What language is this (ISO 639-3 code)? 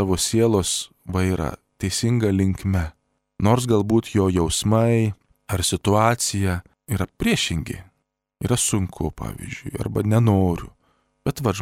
lit